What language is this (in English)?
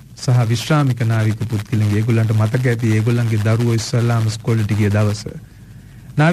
Sinhala